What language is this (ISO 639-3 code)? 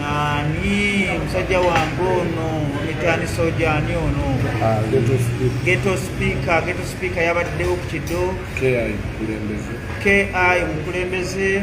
lug